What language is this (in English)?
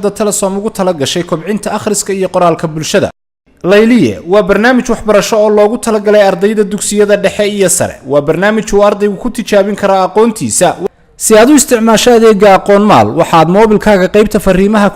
Somali